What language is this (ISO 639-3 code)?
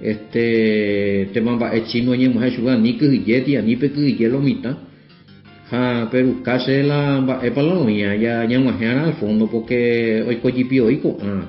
grn